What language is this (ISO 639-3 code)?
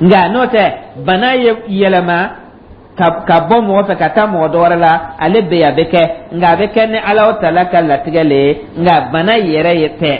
dyu